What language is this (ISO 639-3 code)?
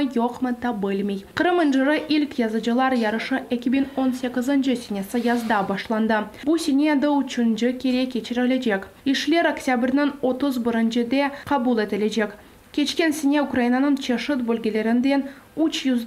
crh